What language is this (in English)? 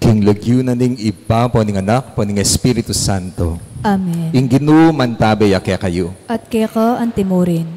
Pampanga